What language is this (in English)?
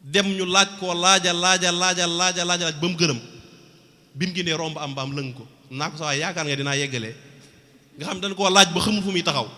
Wolof